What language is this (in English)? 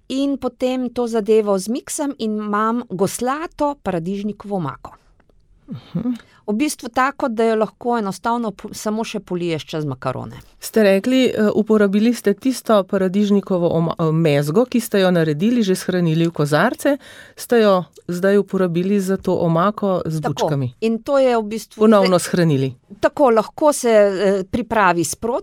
Slovenian